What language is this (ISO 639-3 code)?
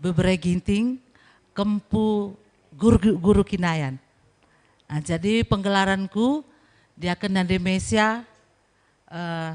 btx